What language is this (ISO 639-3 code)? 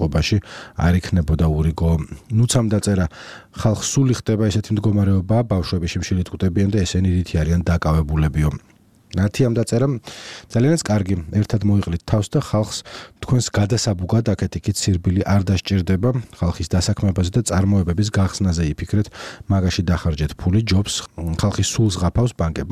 kat